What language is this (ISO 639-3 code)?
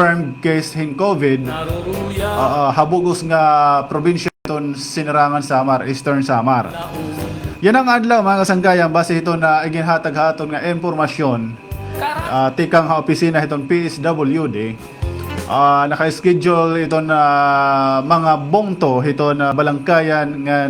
war